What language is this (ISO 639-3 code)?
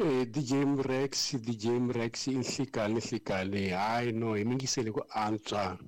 tso